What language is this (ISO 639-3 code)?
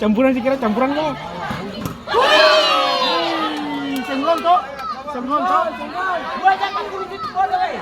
abs